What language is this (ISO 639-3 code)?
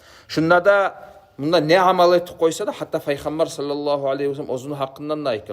kum